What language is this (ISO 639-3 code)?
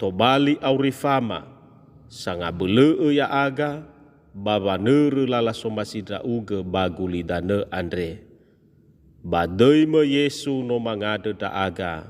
nia